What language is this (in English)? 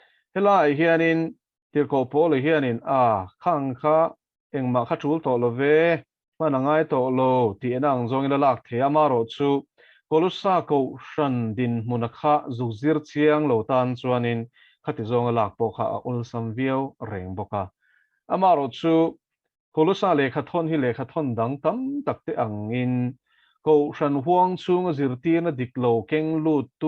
Mizo